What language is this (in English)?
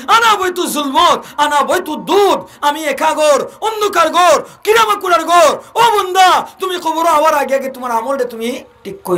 Sylheti